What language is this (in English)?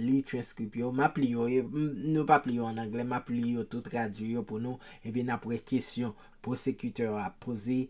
Haitian Creole